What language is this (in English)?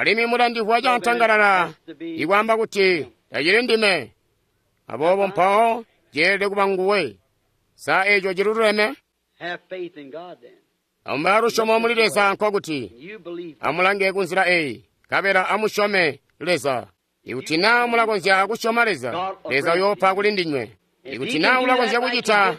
Tonga (Zambia)